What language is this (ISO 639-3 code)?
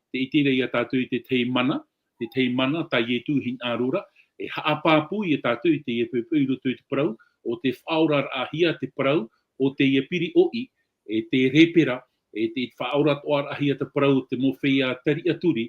tah